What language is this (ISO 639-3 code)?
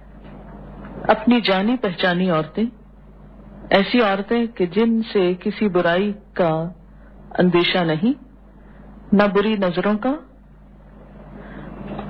urd